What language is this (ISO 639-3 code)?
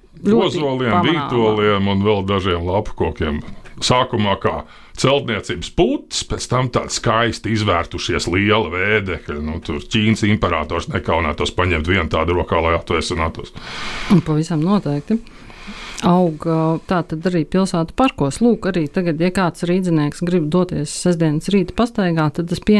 lav